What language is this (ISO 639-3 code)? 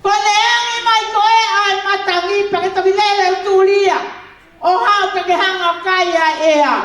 ton